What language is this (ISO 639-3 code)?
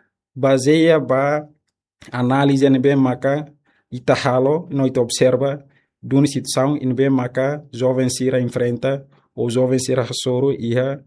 tet